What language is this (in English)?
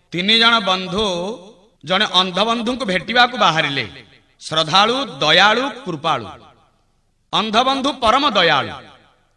Odia